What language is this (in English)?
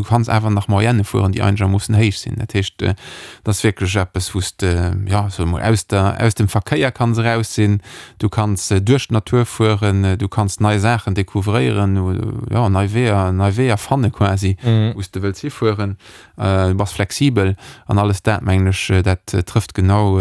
Luxembourgish